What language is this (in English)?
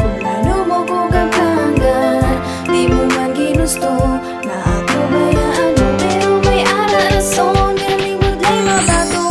Hiligaynon